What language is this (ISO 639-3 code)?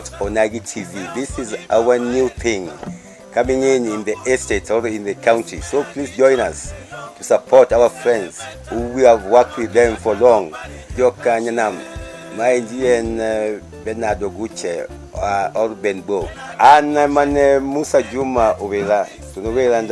luo